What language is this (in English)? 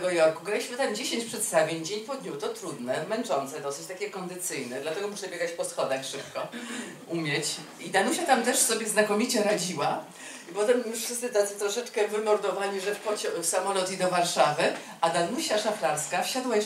Polish